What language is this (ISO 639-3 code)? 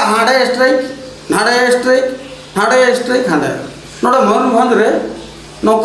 sat